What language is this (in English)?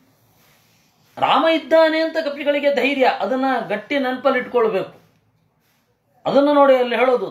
Kannada